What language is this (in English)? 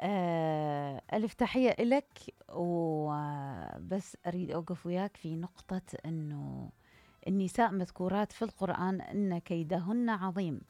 Mesopotamian Arabic